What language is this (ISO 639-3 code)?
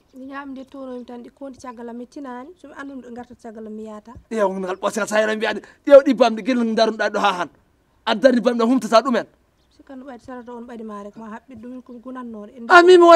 ful